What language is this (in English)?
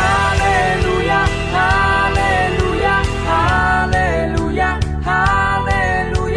Akha